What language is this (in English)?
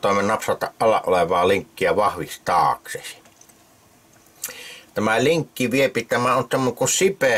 Finnish